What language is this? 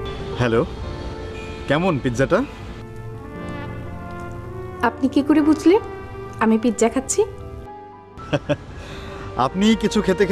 Bangla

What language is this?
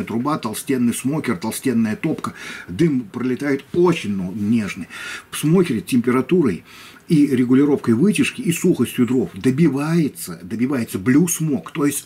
Russian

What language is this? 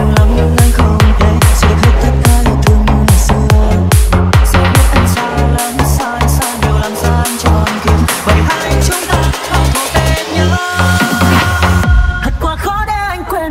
Vietnamese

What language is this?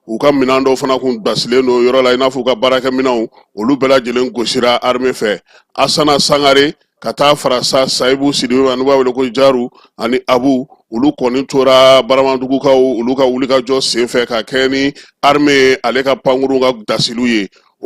Bambara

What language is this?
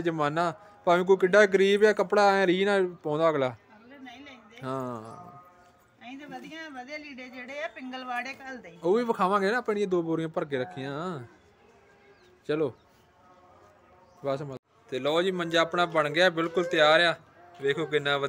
Punjabi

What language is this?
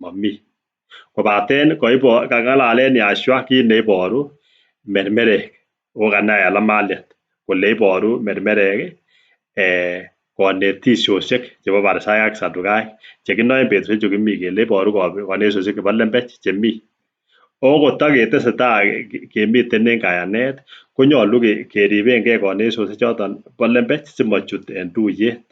Kalenjin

